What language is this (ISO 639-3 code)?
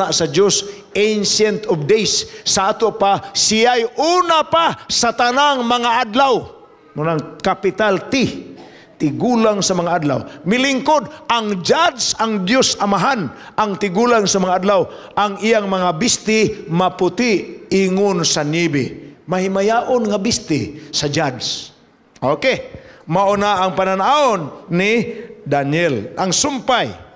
ceb